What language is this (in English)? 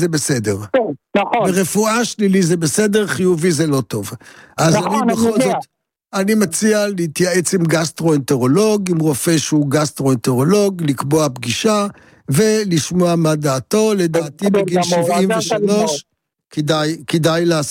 Hebrew